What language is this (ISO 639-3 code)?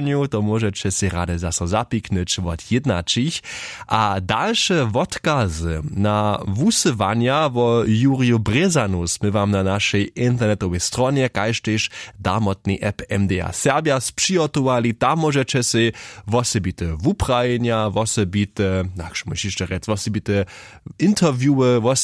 hsb